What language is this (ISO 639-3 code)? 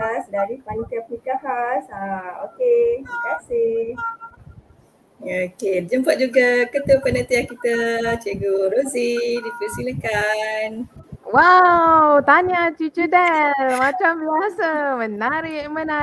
msa